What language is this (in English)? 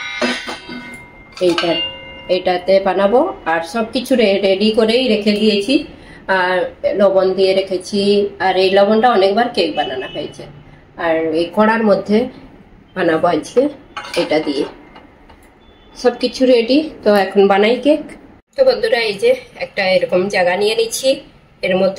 Bangla